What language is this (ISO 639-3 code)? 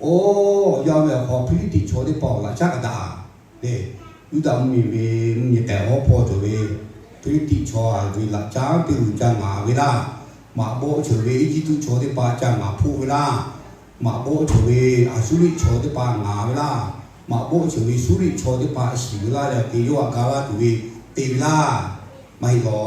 lhu